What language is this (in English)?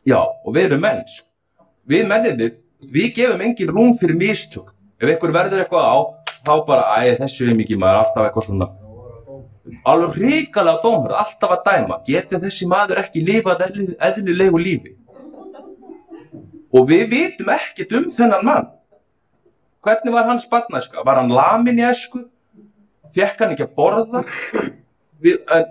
Icelandic